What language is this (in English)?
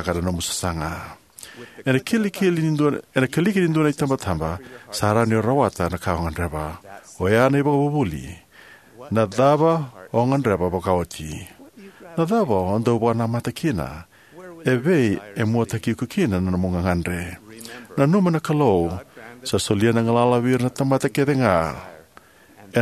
Fijian